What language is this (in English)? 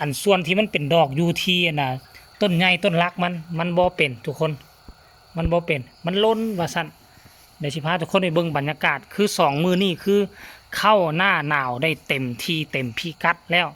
Lao